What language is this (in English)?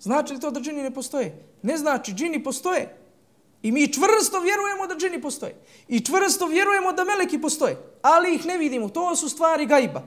Bosnian